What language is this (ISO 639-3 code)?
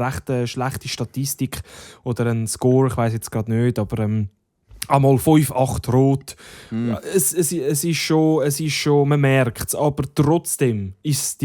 gsw